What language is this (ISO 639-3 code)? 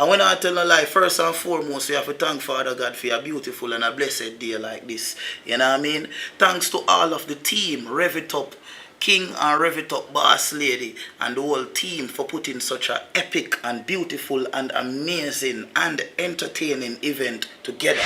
jam